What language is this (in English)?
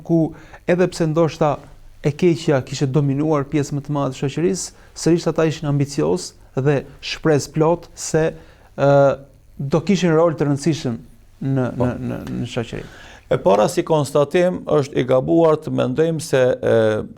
Albanian